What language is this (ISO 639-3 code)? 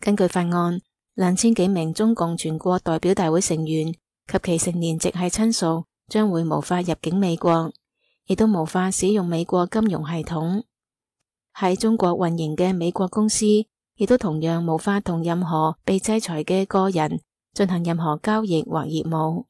yue